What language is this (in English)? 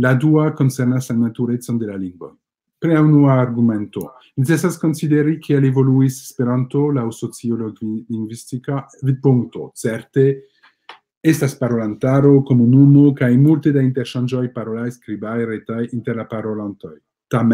Esperanto